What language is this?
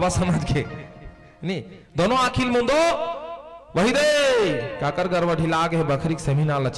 Chhattisgarhi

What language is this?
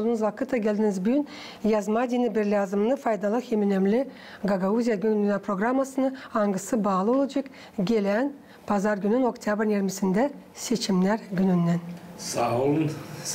Gagauz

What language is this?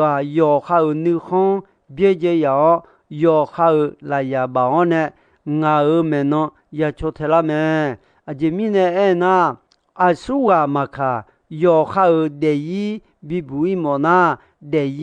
Akha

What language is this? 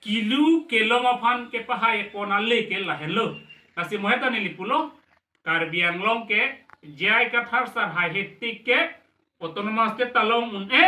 Karbi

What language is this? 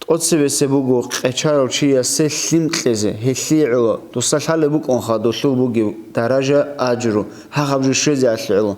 Avaric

